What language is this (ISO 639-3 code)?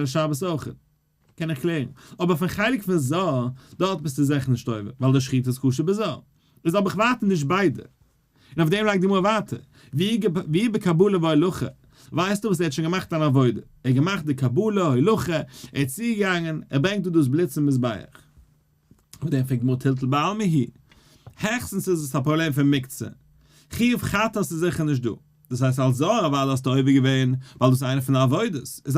yid